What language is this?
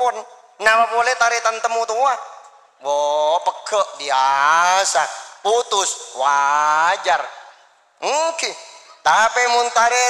Madurese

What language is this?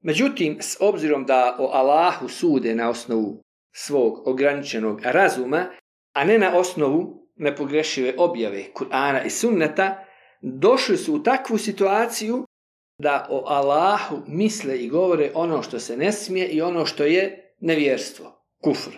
Bosnian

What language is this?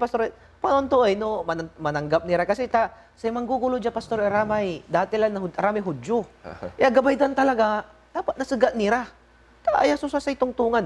Pangasinan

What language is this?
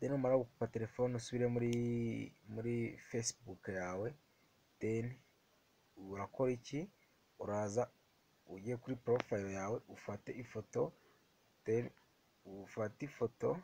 Kinyarwanda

